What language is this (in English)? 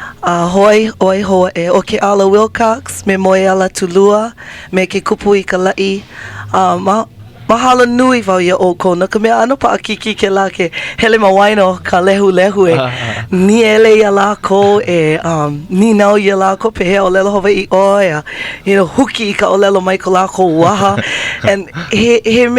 Hawaiian